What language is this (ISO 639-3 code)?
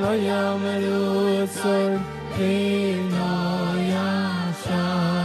yid